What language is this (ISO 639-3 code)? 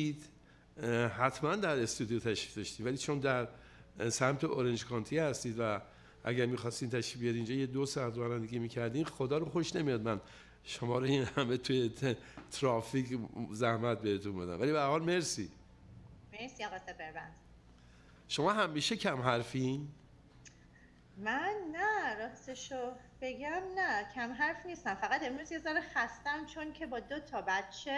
fas